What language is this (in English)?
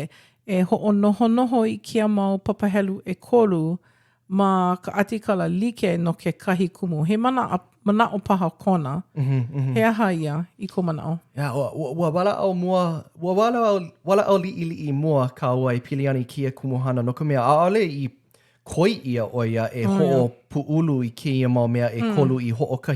Hawaiian